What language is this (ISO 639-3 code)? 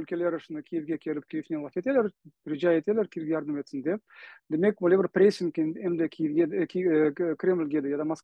crh